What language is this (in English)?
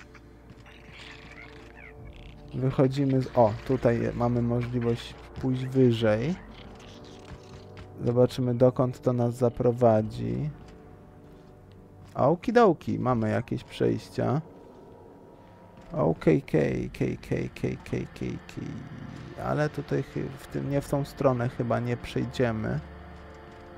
Polish